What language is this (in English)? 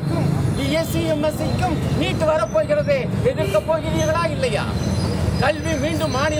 Tamil